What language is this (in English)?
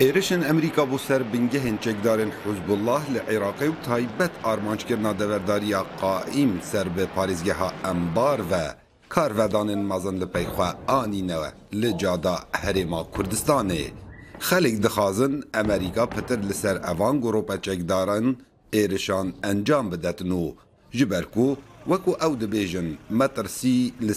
Kurdish